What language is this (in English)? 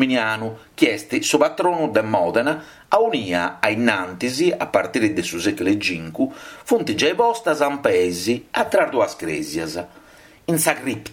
Sardinian